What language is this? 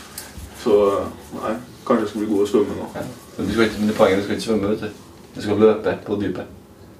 Norwegian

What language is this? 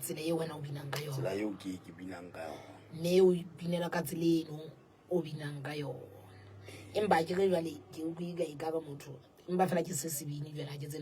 Southern Sotho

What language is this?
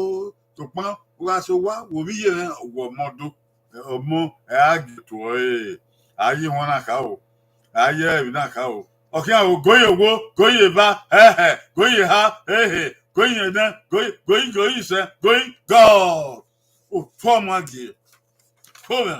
Bini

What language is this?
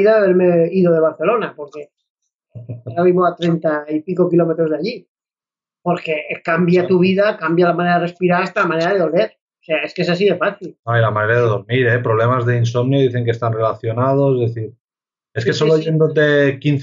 Spanish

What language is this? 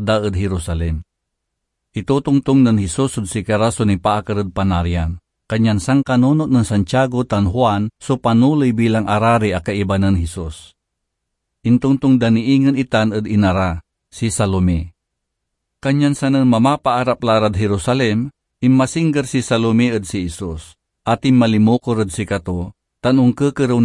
Pangasinan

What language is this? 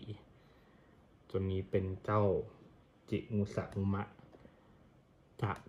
Thai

